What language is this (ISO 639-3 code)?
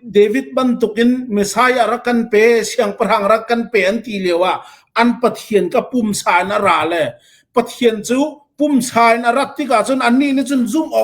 cfm